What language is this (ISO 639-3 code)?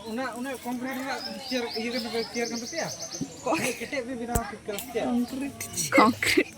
sat